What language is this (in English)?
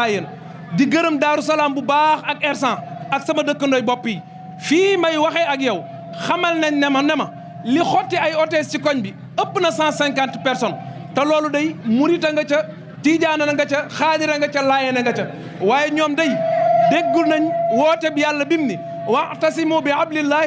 Wolof